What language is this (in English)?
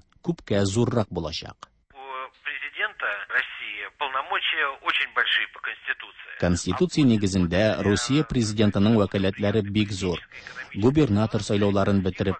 Tatar